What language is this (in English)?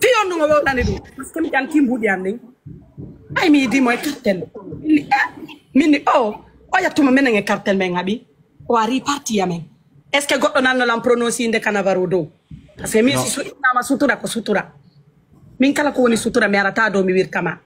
Pular